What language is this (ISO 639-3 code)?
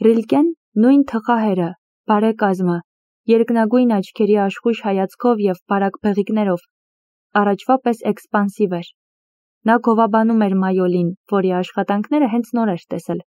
hye